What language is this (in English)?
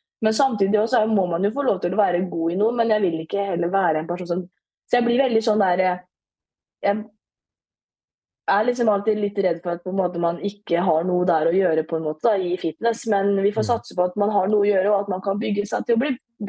Norwegian